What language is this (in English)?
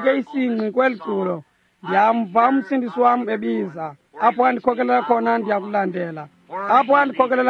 Xhosa